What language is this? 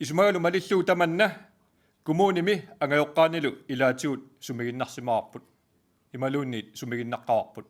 Kalaallisut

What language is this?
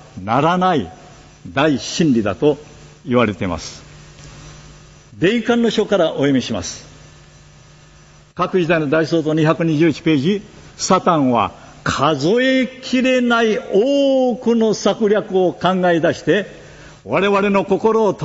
Japanese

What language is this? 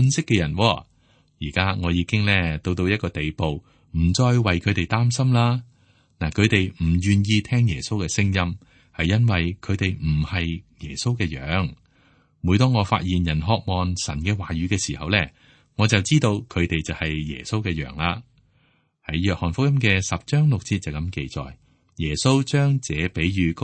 Cantonese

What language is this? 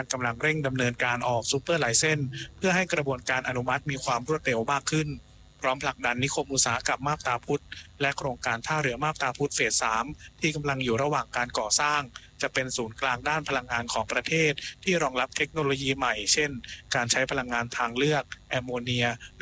Thai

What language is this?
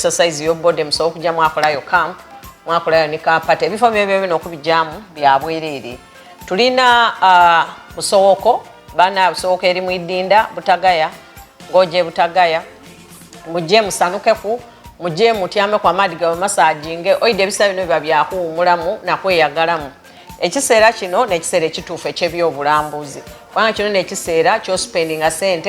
Soga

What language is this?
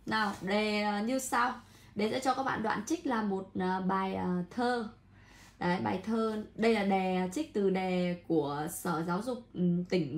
Vietnamese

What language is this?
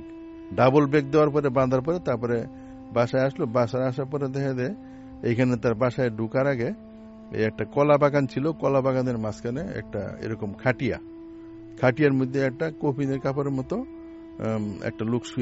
Bangla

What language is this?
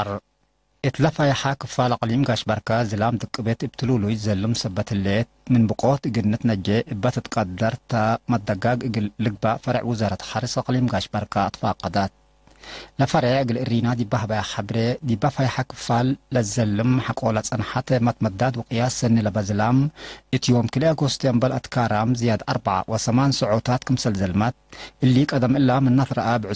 Tigre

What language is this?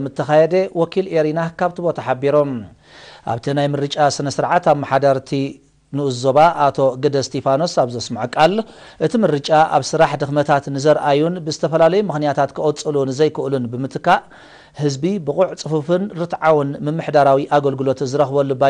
Tigrinya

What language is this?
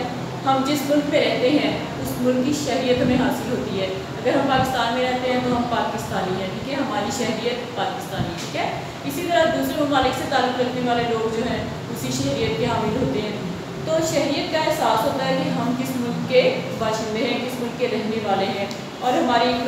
Urdu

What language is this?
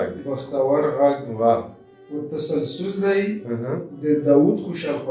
Pashto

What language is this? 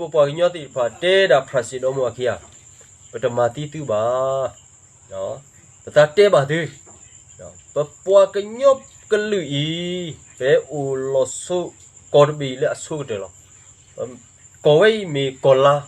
S'gaw Karen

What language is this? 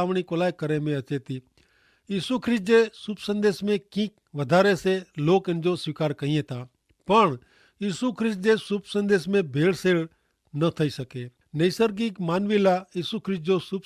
Kachhi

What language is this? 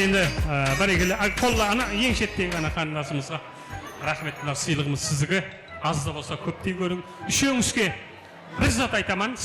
Kara-Kalpak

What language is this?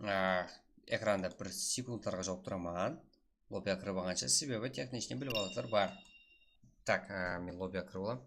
Kara-Kalpak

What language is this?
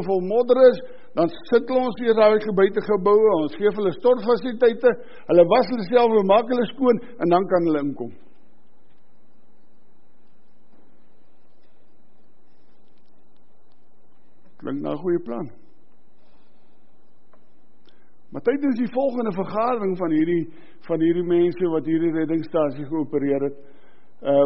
Afrikaans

